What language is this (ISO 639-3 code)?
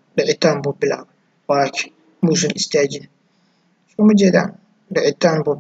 som